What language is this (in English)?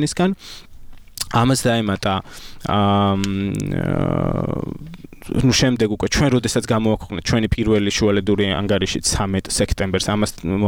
Georgian